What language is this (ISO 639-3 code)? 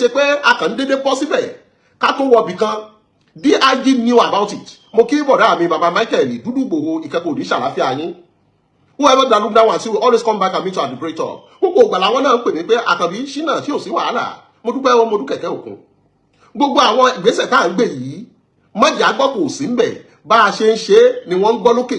yor